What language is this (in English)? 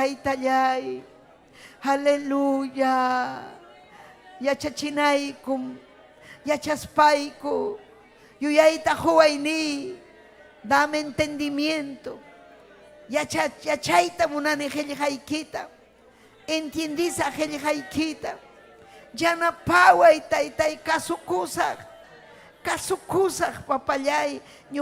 Ayacucho Quechua